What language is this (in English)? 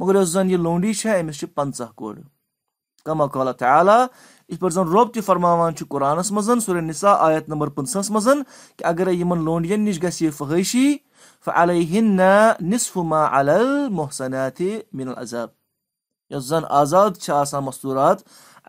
Kashmiri